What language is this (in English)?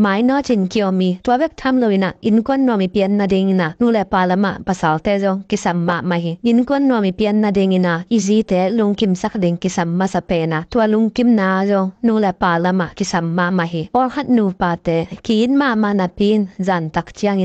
Tedim Chin